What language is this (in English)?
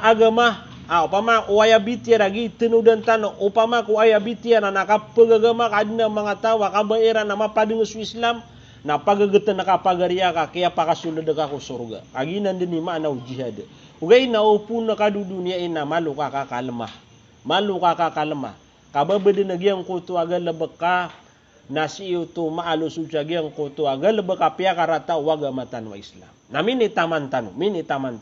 Maranao